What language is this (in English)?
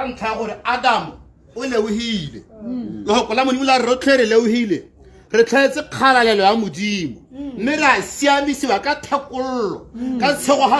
Tswana